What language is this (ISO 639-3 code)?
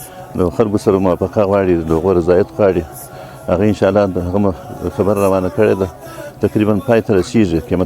pus